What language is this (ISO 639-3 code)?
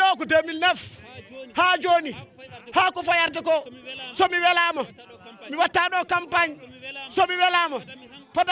ful